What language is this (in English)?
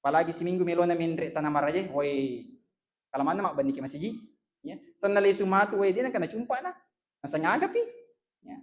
Buginese